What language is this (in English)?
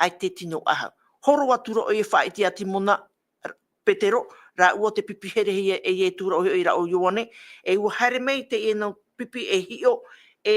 Tahitian